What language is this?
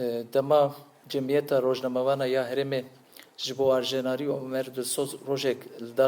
Kurdish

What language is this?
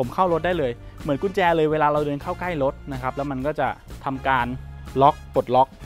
Thai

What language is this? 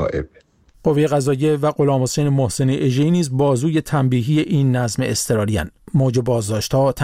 Persian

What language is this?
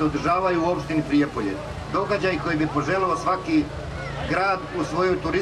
Serbian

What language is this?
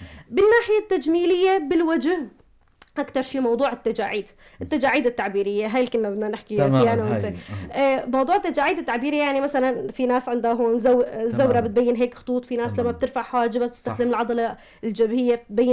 North Levantine Arabic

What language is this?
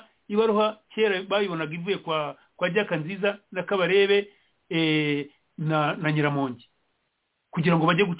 Kinyarwanda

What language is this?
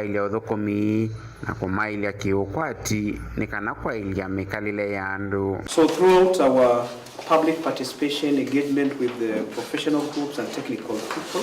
Kamba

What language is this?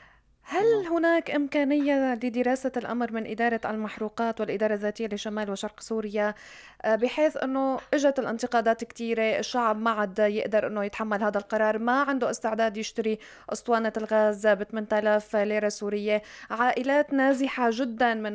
North Levantine Arabic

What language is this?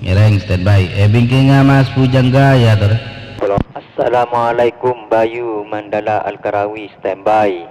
Madurese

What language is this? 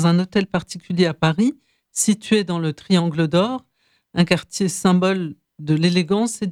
French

